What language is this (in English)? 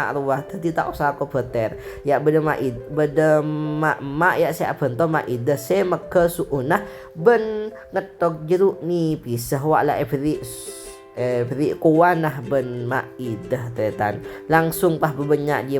Madurese